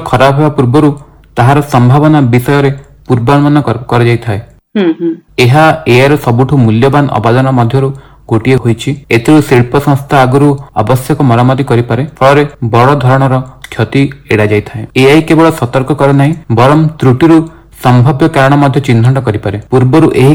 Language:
Odia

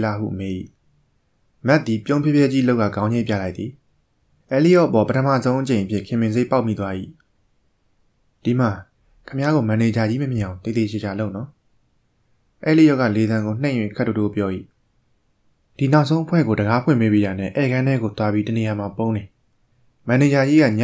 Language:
Burmese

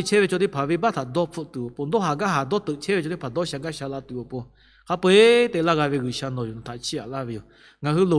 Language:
Lahu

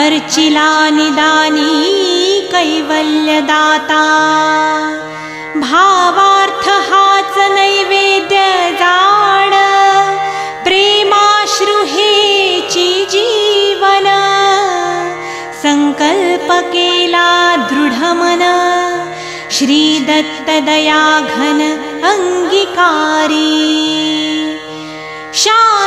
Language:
Marathi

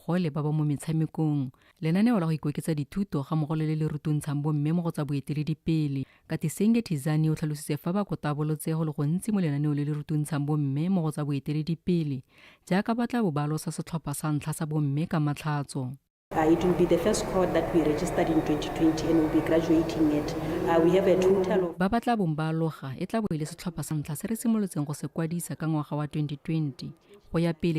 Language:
Tswana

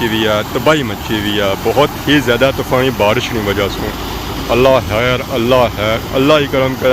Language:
Pahari-Potwari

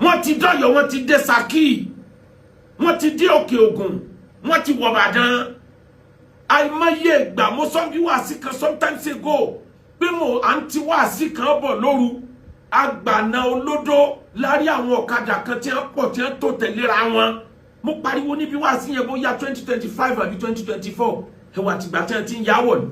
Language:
Yoruba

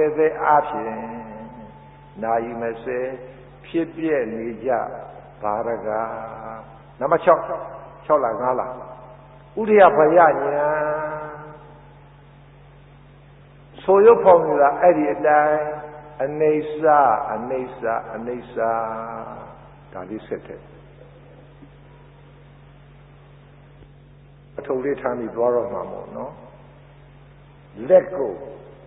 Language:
Burmese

